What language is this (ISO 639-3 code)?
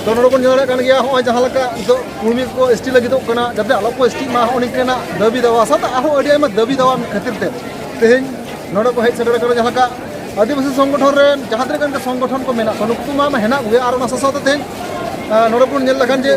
sat